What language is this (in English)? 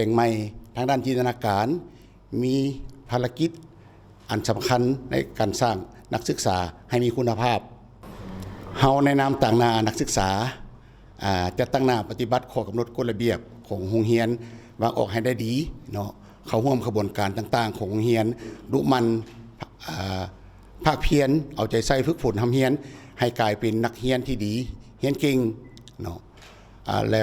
Lao